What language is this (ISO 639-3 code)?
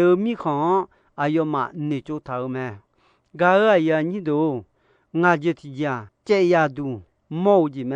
ahk